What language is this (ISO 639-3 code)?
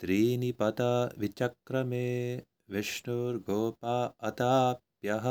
san